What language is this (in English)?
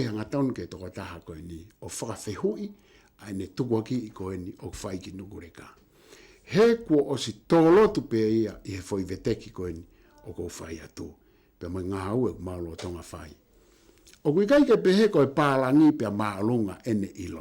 Tongan